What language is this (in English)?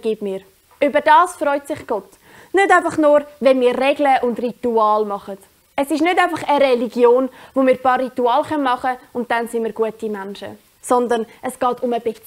Swiss German